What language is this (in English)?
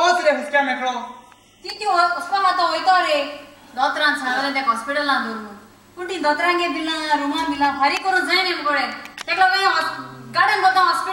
Konkani